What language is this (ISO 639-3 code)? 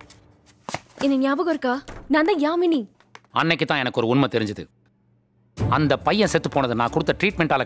tam